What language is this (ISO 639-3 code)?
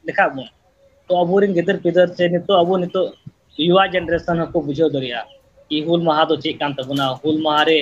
sat